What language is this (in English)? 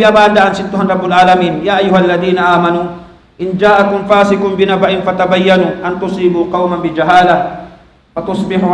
Tausug